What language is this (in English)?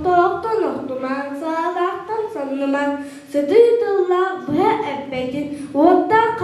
Yakut